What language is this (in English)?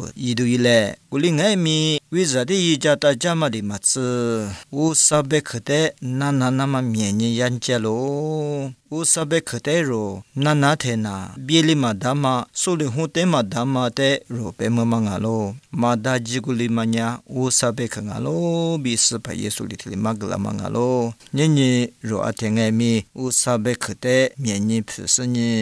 Lisu